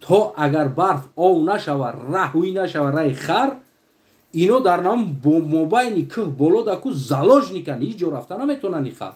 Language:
Tajik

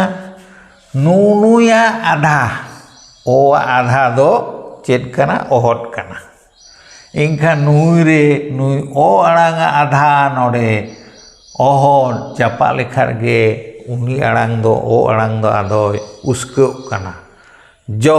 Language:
Santali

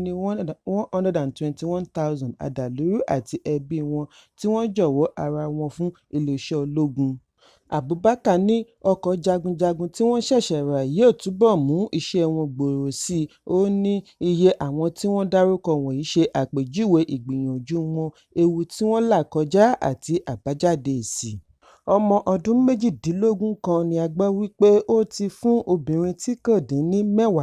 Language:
Yoruba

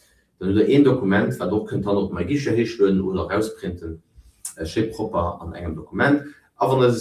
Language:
Luxembourgish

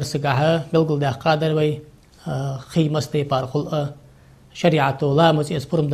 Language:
Ingush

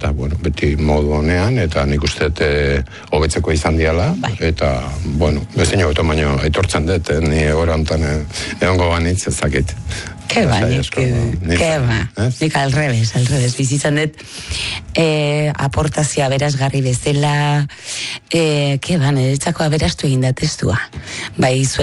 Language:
Basque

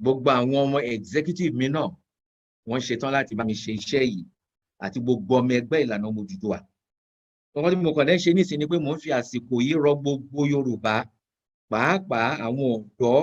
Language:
Yoruba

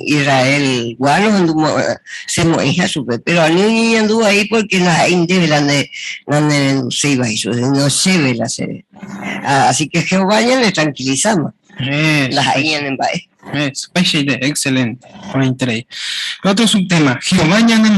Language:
Guarani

